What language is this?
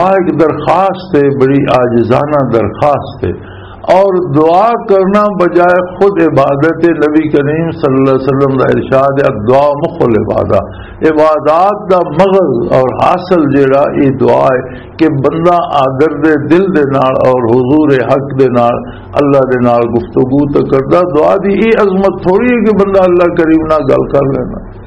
Western Panjabi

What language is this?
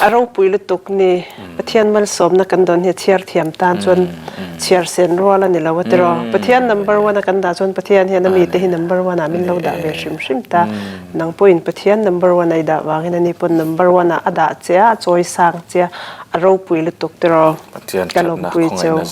Mizo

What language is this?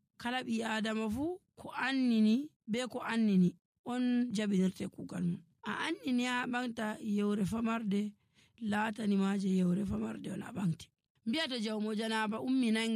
Nigerian Fulfulde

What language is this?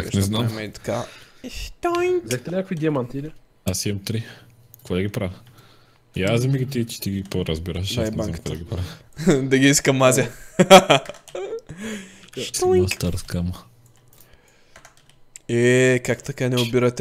Bulgarian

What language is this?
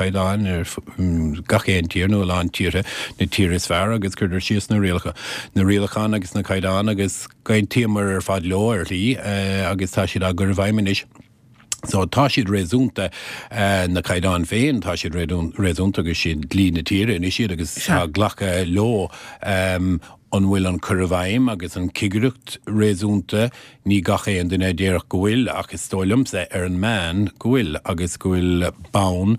Irish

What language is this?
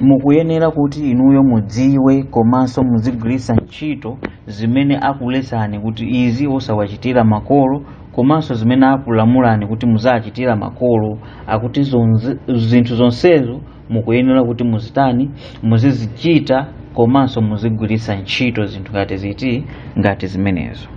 Nyanja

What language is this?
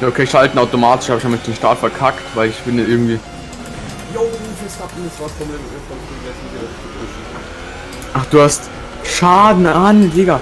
Bavarian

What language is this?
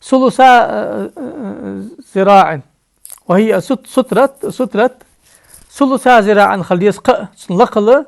Ingush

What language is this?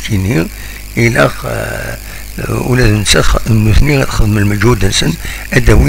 Kabyle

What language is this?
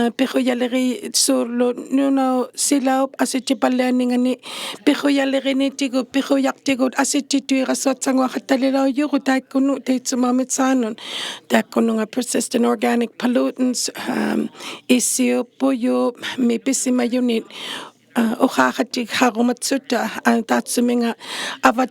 Inuktitut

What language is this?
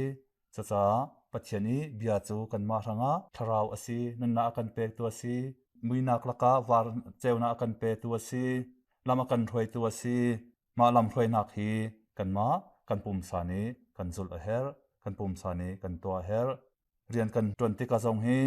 Hakha Chin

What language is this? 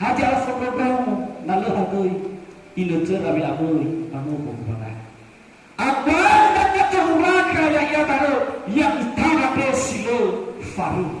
Nias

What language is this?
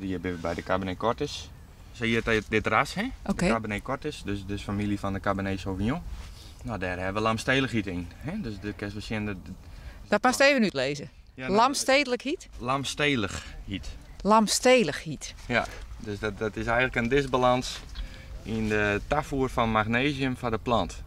Western Frisian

